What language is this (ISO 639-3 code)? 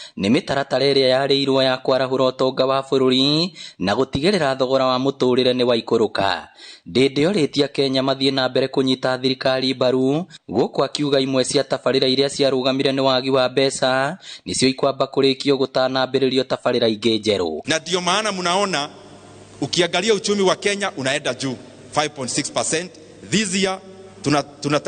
kik